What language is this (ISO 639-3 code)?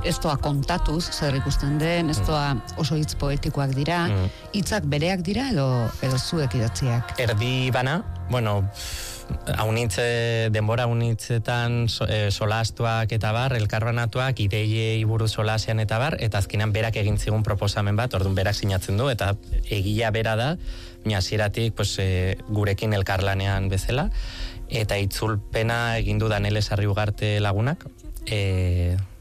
eus